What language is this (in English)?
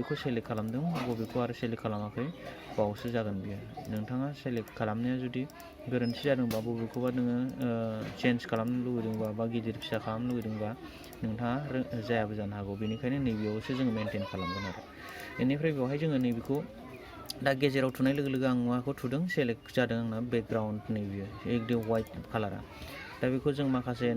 Bodo